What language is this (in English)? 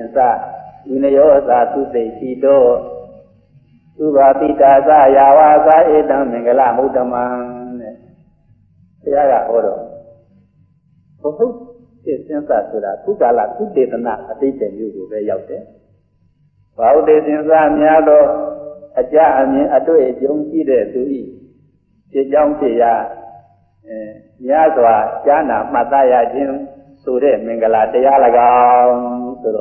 Burmese